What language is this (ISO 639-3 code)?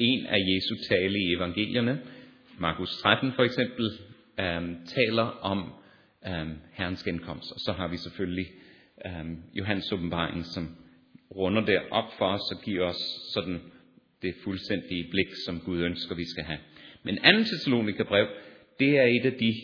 dan